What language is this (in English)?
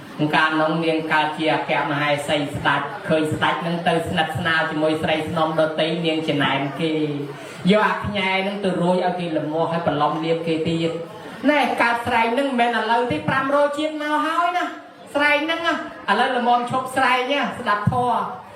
Khmer